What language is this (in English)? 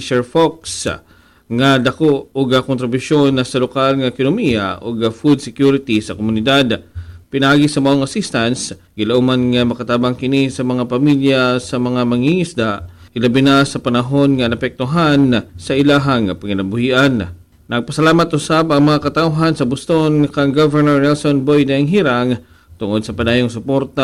Cebuano